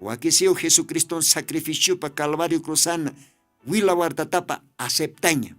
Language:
Aymara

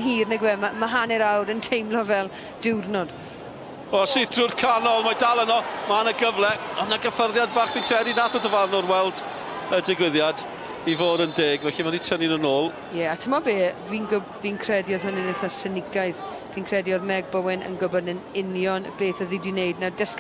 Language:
Welsh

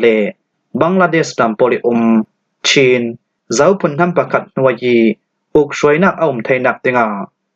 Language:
Falam Chin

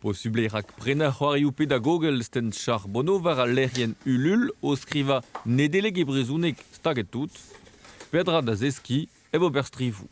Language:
Breton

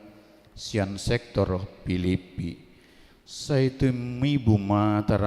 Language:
Batak Toba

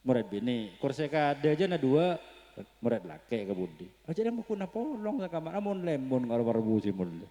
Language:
Madurese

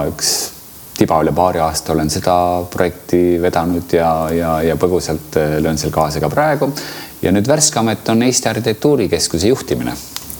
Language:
Estonian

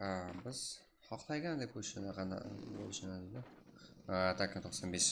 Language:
Kara-Kalpak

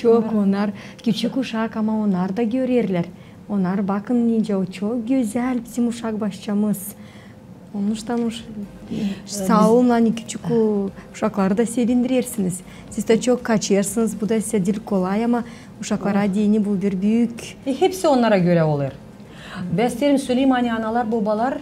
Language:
Gagauz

